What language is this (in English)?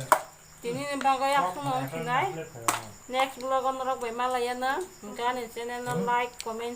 Kok Borok